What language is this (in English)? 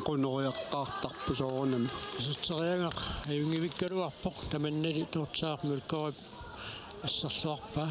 Kalaallisut